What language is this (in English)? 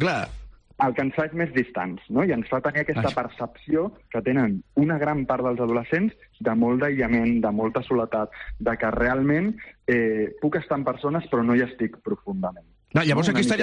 Catalan